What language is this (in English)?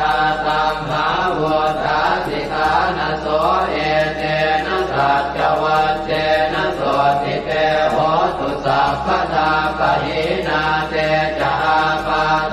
Pali